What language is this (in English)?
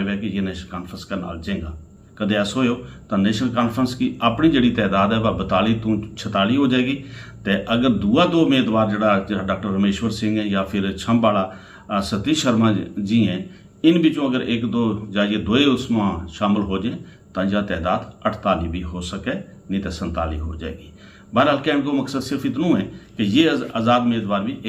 Gujari